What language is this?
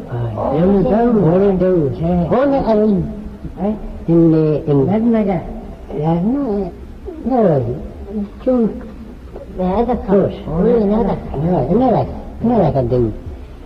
Manx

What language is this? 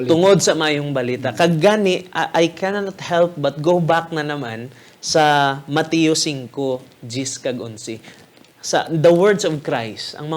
Hiligaynon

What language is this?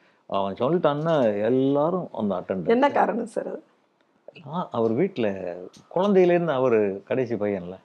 Tamil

